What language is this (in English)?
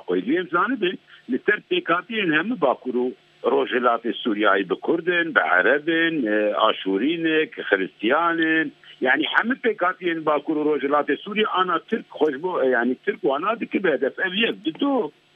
Kurdish